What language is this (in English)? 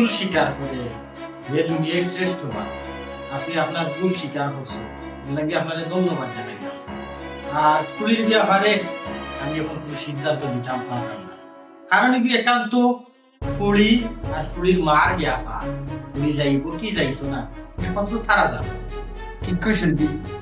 Sylheti